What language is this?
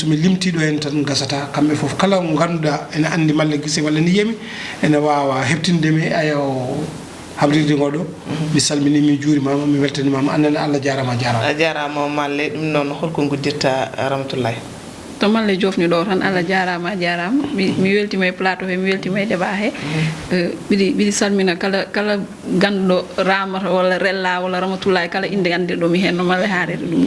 Fula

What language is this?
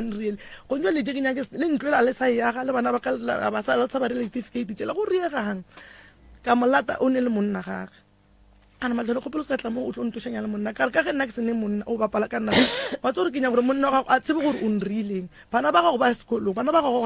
Northern Sotho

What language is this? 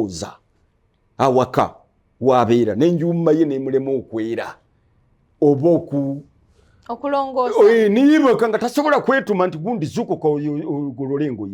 Ganda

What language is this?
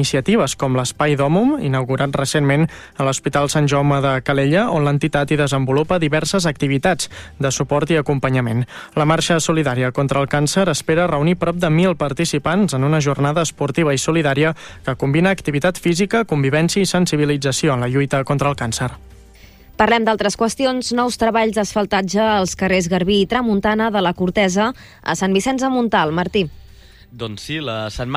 Catalan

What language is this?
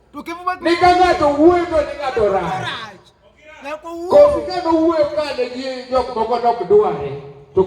Luo (Kenya and Tanzania)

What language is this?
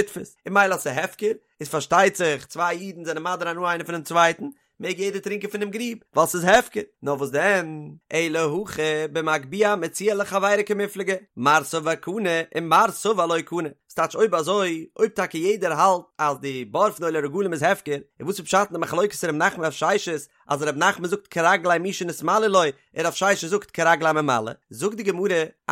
Yiddish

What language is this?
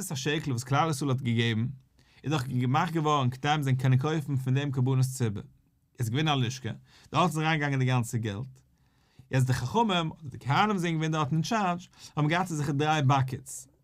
Yiddish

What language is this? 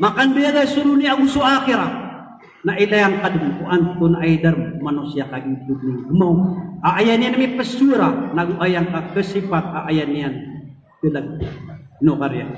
Maranao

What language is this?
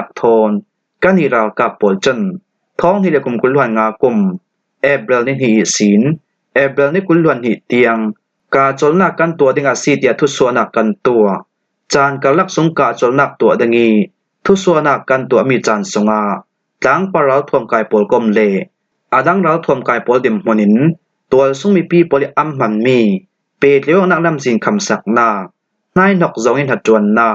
Falam Chin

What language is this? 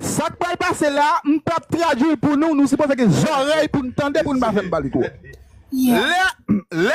Haitian Creole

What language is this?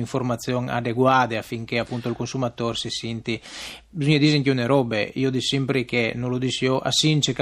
Friulian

